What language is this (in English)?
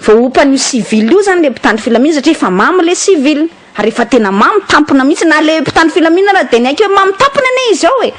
Malagasy